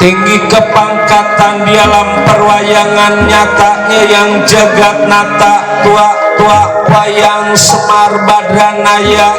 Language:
Betawi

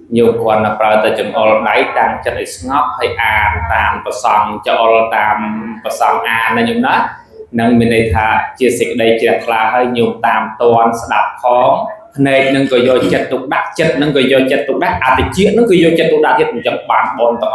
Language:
Khmer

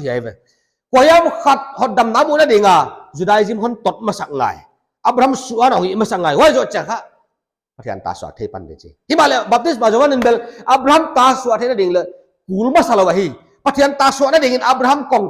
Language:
Paite Chin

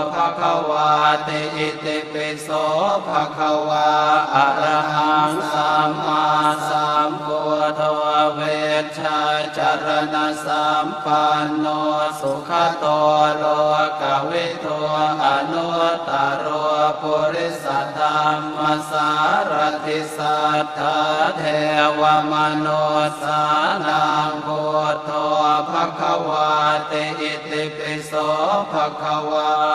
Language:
Pali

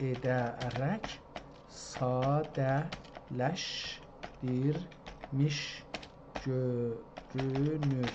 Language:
South Azerbaijani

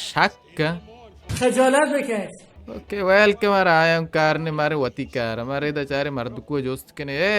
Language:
Baluchi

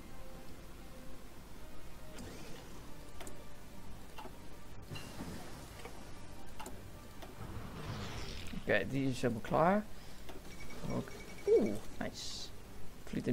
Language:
Dutch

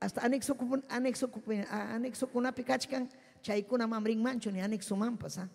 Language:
Ayacucho Quechua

